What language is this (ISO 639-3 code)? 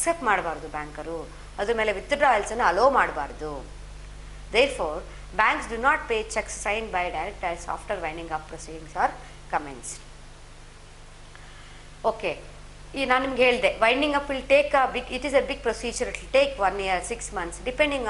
kan